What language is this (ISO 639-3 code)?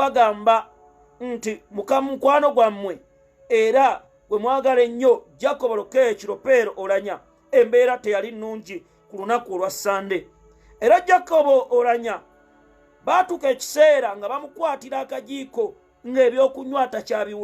lug